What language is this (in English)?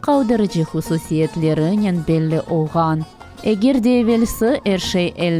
Crimean Tatar